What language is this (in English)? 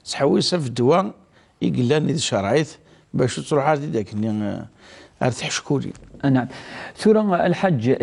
Kabyle